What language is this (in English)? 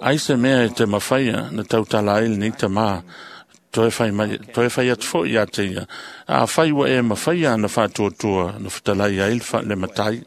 Samoan